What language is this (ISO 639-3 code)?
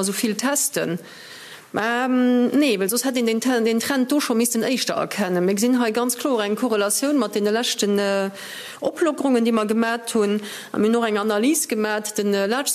ltz